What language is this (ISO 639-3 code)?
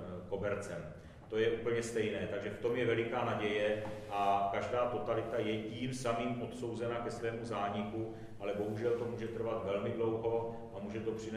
ces